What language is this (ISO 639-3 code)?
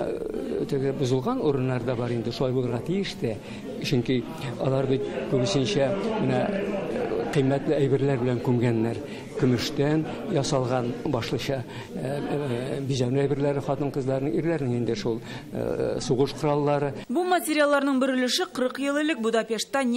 tat